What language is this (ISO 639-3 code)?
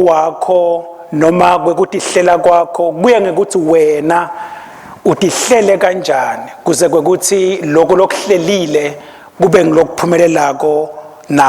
ssw